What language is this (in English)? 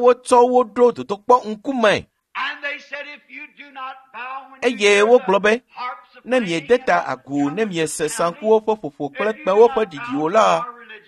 Ewe